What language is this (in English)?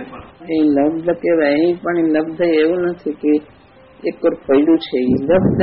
Gujarati